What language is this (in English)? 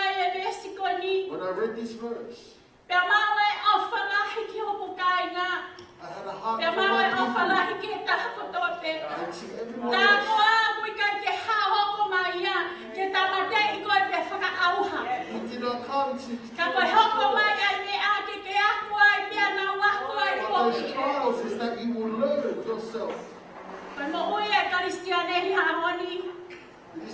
Tongan